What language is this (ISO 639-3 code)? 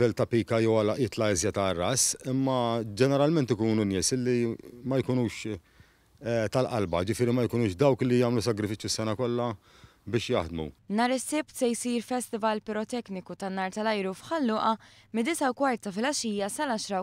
mlt